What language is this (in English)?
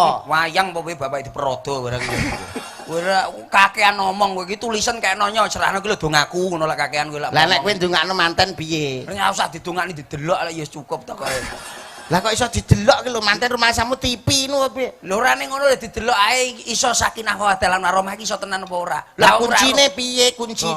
Javanese